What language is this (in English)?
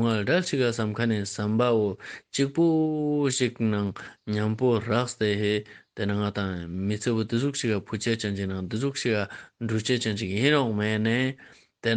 Ladakhi